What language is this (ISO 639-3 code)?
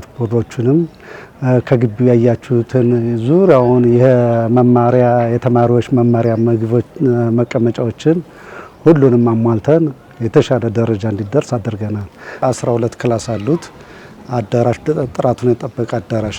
amh